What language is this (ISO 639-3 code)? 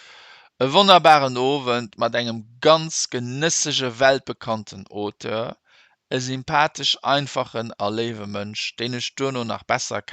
ltz